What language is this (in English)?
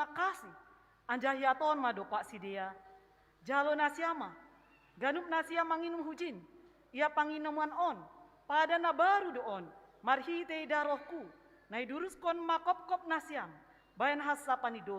Batak Simalungun